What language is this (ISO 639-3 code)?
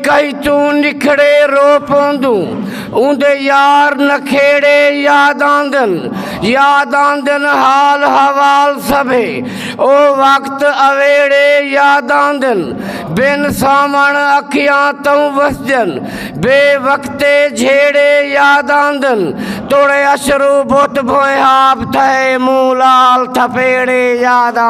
skr